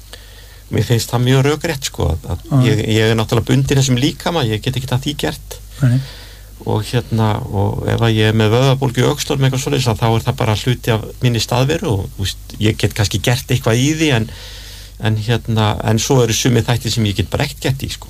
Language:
Icelandic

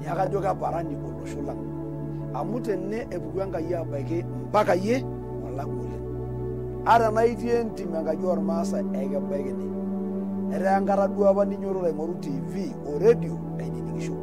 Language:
Masai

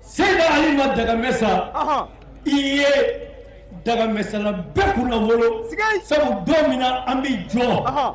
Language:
Bambara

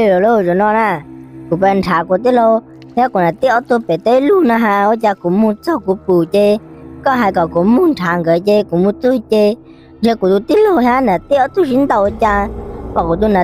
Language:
Hmong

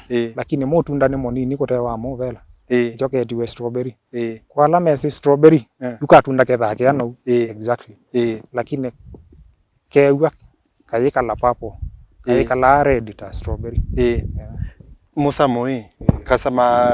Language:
Kamba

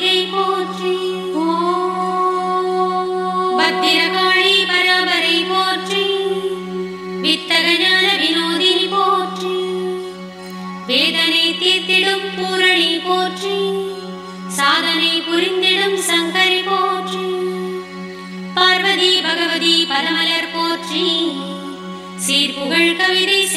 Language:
Tamil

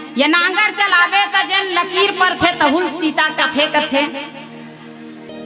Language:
Chhattisgarhi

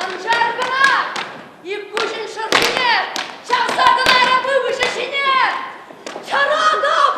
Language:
Chuvash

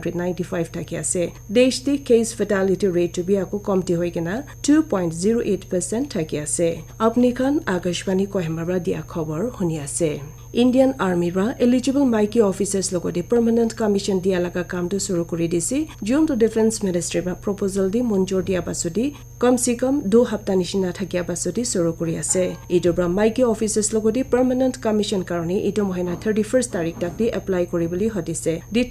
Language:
Naga Pidgin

